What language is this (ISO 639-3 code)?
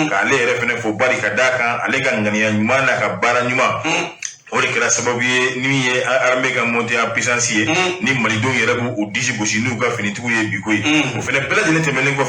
bam